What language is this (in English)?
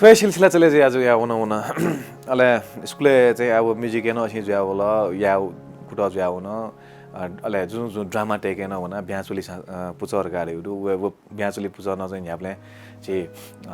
Newari